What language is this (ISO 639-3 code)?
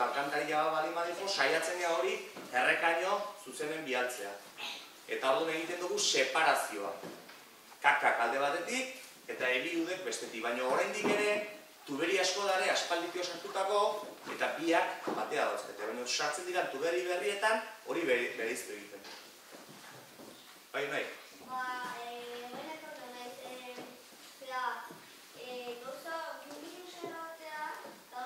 eus